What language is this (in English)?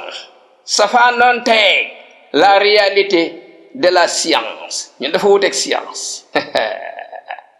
Wolof